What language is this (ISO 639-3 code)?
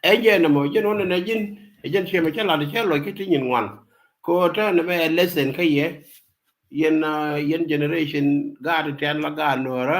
nus